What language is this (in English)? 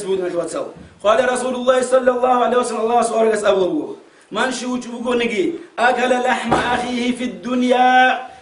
Avaric